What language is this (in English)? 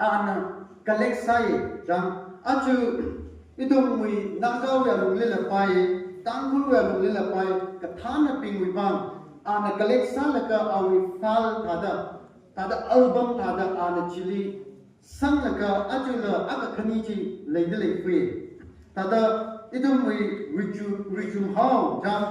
Tangkhul Naga (India)